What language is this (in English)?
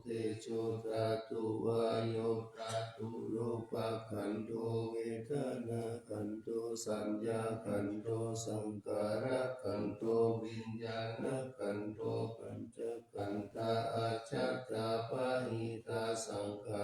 Pali